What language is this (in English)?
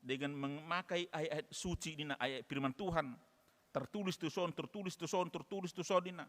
Batak Toba